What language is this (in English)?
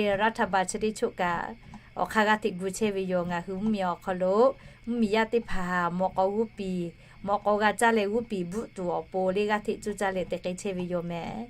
Lahu